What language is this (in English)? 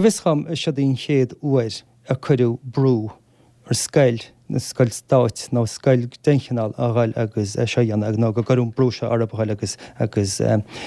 Irish